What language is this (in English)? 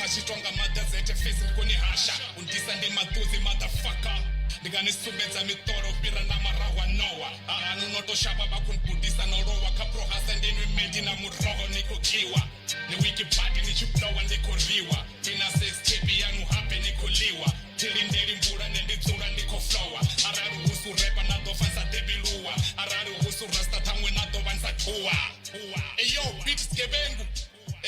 Venda